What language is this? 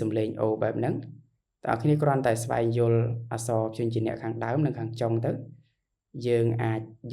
Khmer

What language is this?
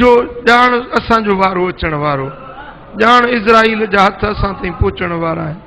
Sindhi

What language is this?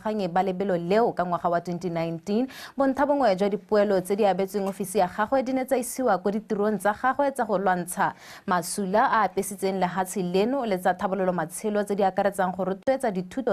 Tswana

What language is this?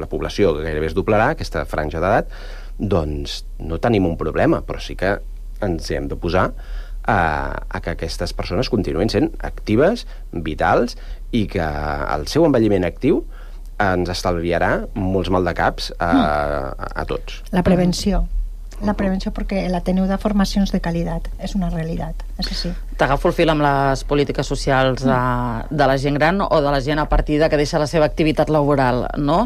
Catalan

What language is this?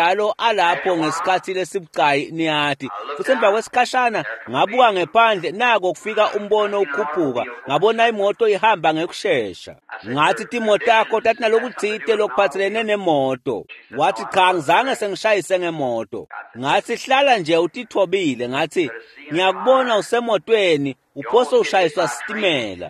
Swati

